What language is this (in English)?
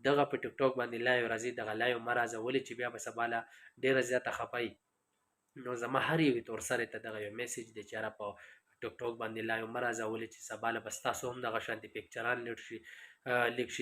Pashto